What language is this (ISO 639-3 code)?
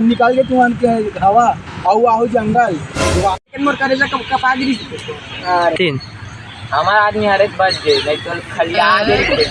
hne